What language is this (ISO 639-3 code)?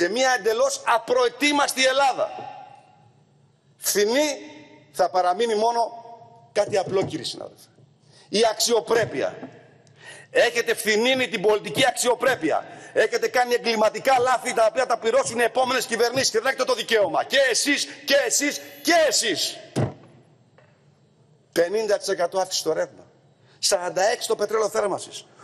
ell